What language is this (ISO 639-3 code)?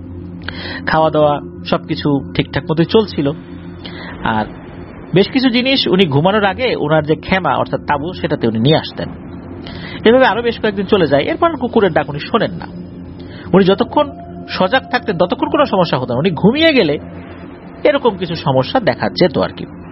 ben